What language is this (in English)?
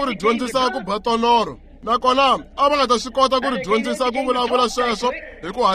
Tsonga